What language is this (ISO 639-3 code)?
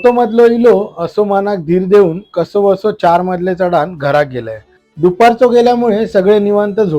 kok